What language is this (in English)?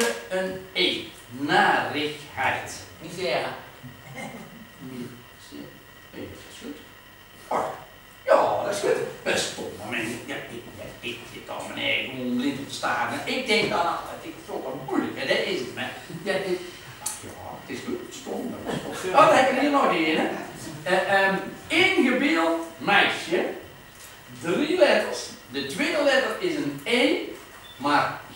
Dutch